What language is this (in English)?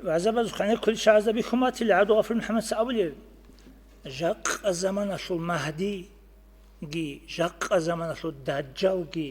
Avaric